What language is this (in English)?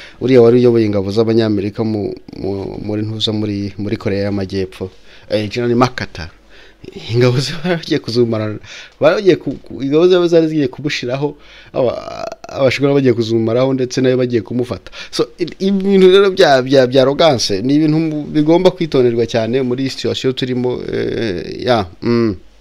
Kinyarwanda